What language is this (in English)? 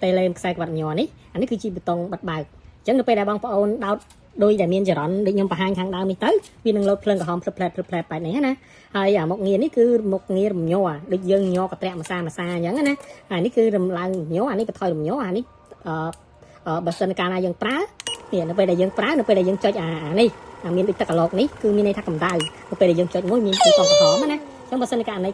Khmer